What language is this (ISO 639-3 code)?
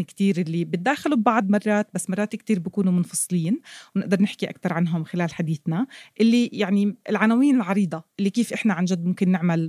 apc